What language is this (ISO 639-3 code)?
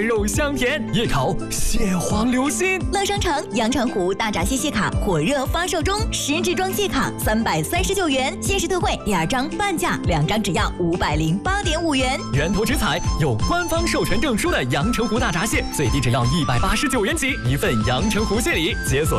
zho